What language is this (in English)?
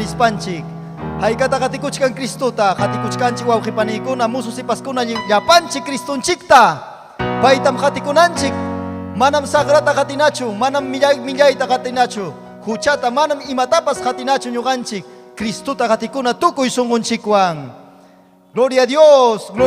Ayacucho Quechua